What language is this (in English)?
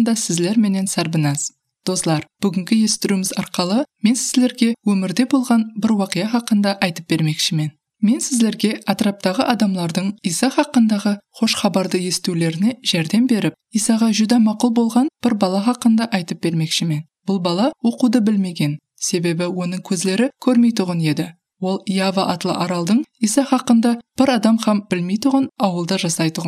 Kara-Kalpak